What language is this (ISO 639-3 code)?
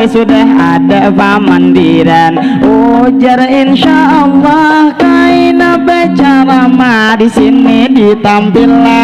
bjn